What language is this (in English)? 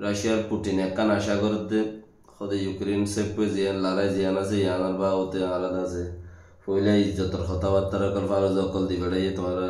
Rohingya